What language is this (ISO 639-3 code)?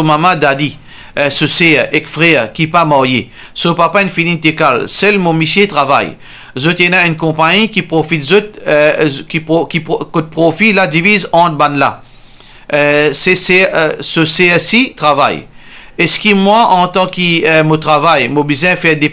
mfe